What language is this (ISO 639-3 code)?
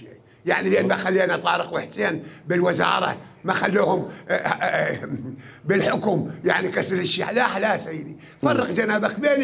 acm